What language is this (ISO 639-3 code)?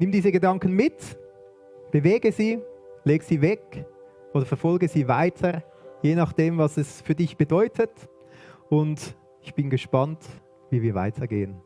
gsw